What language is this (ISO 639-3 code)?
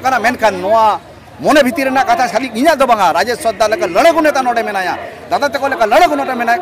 sat